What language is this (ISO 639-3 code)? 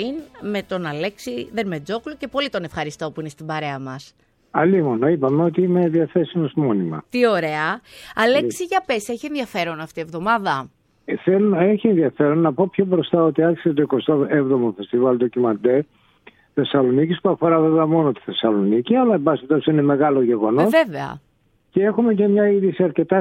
ell